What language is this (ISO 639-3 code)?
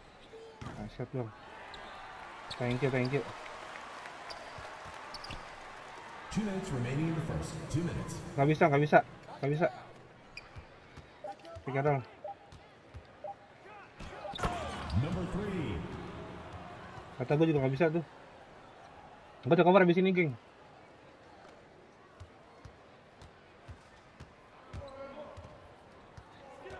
ind